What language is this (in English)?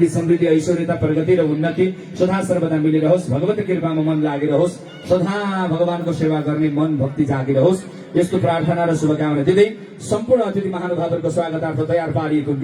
Nepali